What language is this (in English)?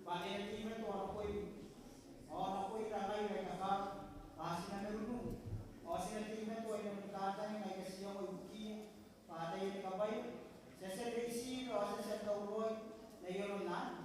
Gilbertese